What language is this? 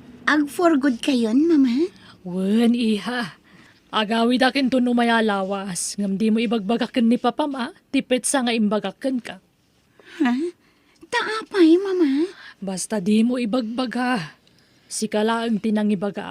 Iloko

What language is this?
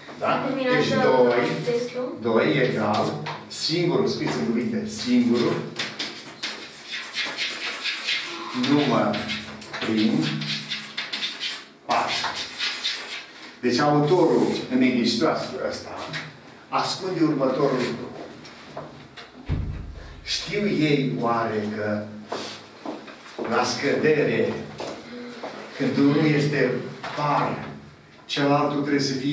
Romanian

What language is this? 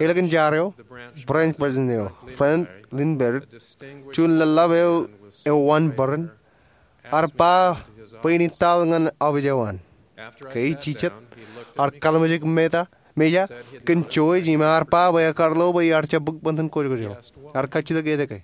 Marshallese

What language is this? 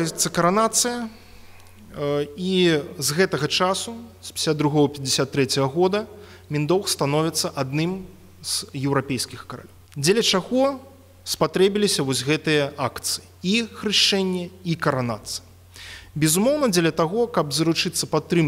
Belarusian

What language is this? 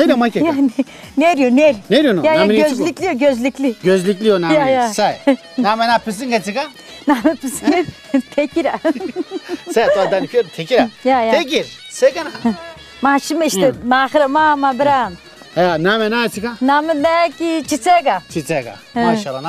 Zaza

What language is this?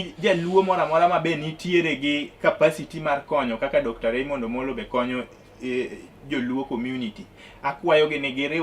Luo (Kenya and Tanzania)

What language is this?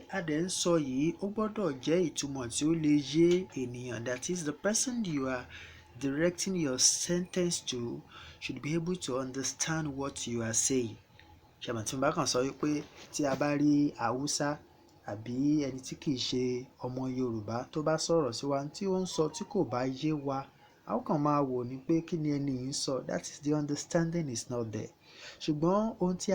Yoruba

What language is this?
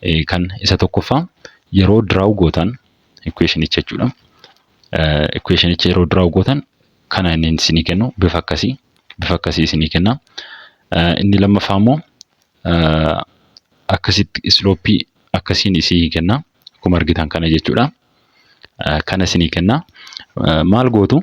Oromo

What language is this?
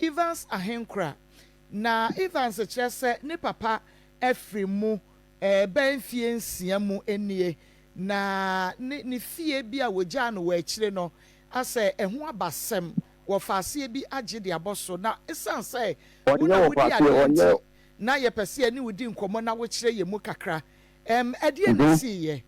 Akan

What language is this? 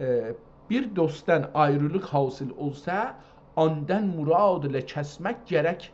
South Azerbaijani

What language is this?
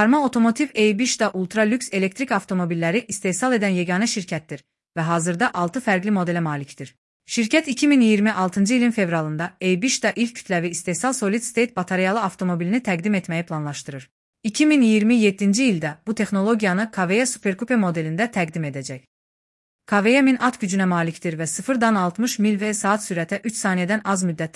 Azerbaijani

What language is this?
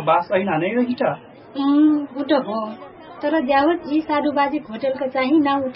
Dangaura Tharu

